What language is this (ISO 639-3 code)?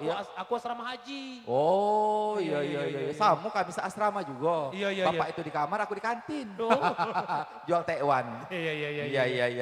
mui